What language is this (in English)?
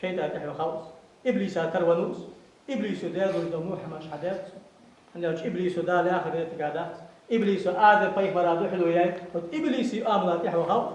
Ingush